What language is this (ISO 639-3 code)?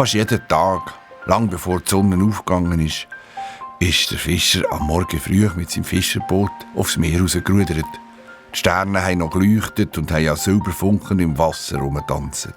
gsw